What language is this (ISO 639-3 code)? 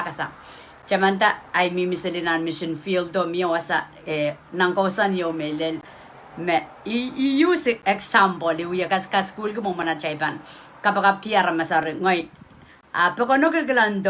pon